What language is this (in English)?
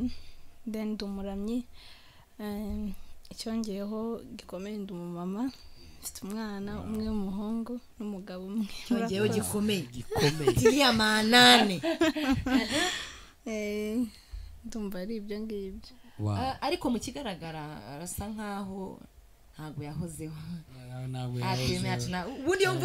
Kinyarwanda